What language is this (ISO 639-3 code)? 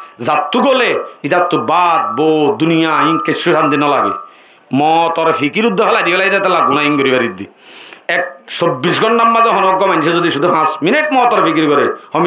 rhg